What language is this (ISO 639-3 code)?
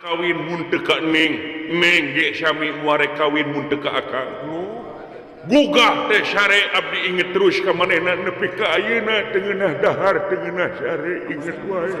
sun